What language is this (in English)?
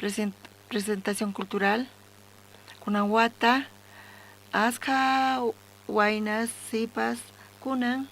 South Bolivian Quechua